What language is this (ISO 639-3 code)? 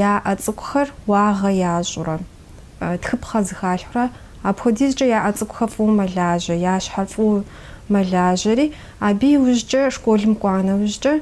kbd